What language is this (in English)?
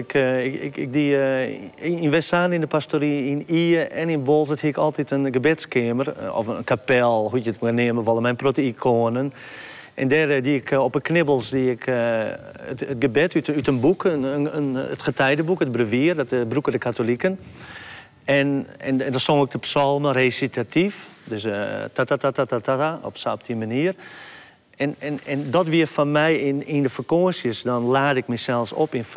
Western Frisian